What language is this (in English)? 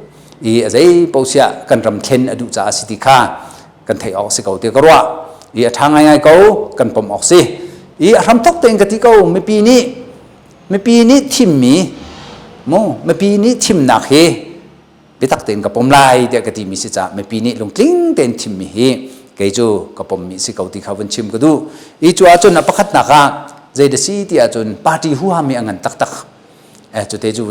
Hakha Chin